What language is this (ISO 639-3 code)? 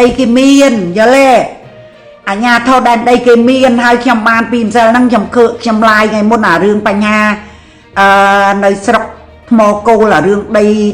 khm